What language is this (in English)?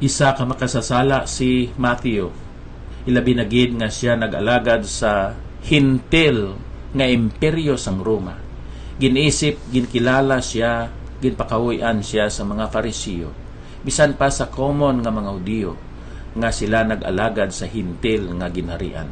Hiligaynon